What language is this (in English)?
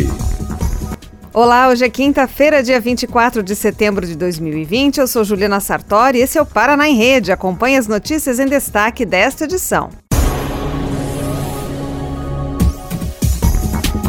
Portuguese